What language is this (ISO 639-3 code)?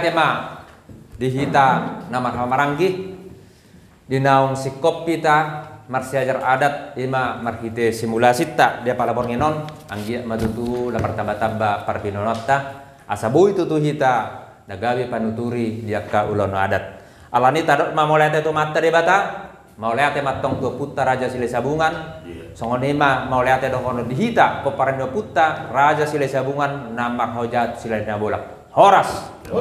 bbc